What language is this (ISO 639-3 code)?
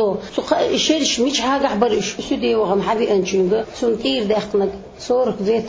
che